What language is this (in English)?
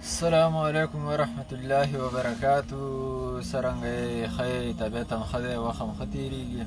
Pashto